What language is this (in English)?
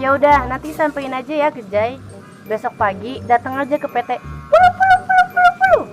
Betawi